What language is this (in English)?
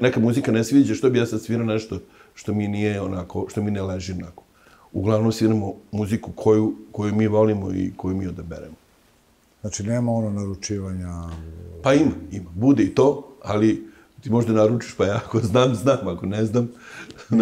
Serbian